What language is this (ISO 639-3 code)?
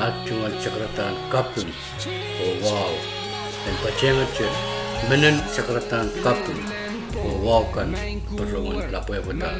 pon